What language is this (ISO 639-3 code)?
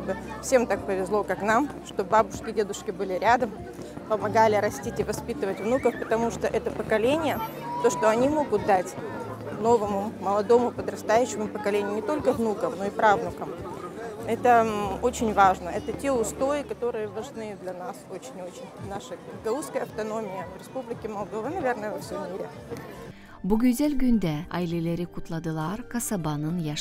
gag